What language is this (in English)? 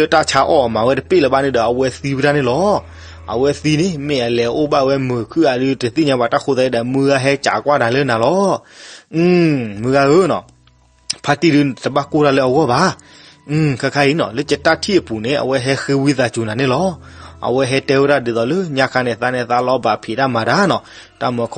S'gaw Karen